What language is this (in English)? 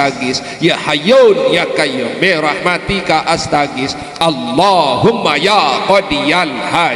Sasak